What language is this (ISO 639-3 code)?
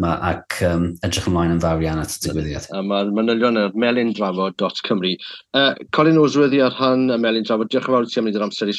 cym